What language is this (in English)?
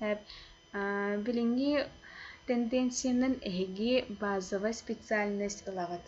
Yakut